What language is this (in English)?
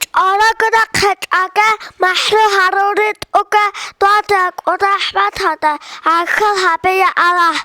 Avaric